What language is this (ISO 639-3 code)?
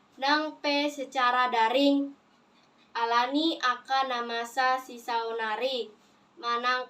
bbc